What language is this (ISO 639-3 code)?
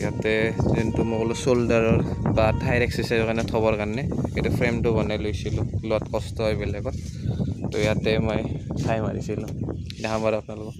asm